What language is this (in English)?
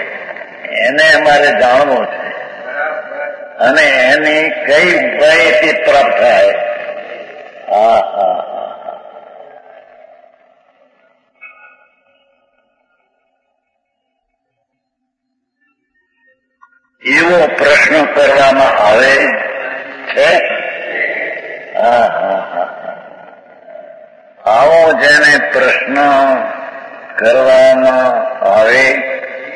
Gujarati